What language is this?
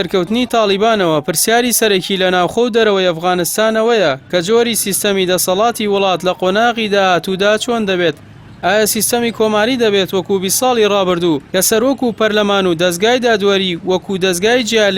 Central Kurdish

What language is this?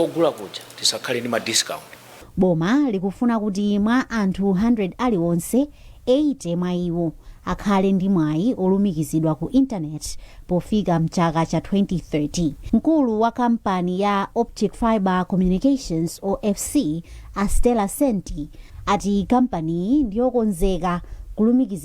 Nyanja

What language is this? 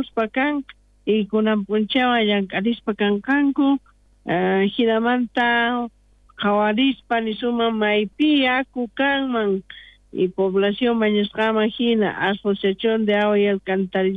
South Bolivian Quechua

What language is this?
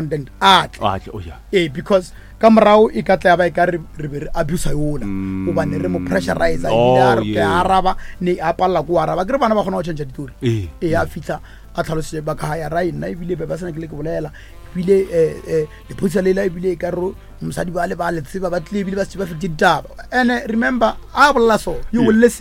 Northern Sotho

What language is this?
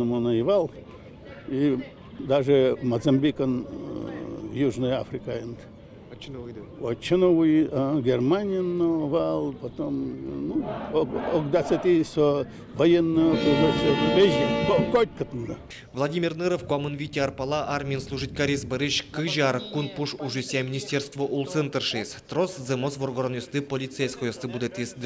Udmurt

